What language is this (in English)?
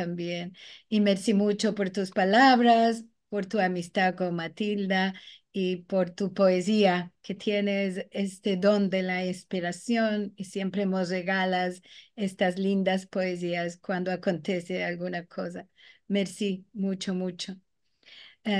Ladino